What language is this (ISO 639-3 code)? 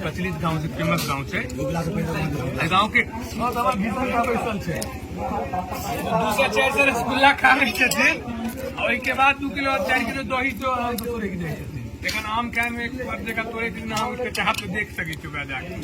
mai